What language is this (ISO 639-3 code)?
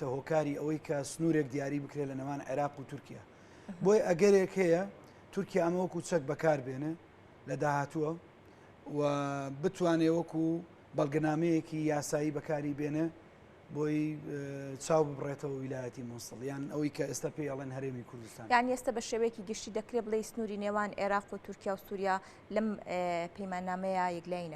ckb